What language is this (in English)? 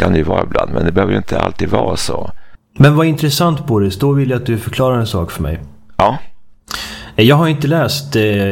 Swedish